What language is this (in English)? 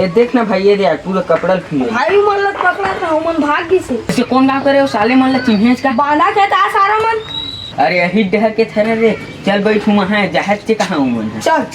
Chhattisgarhi